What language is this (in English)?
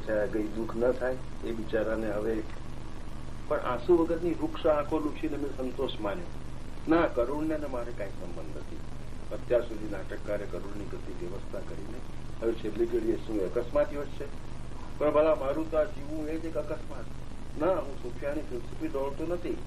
Gujarati